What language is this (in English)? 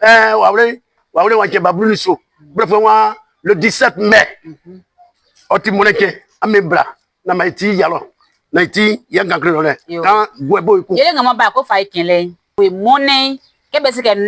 Baoulé